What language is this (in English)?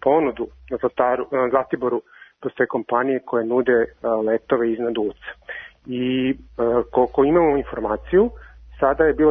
Serbian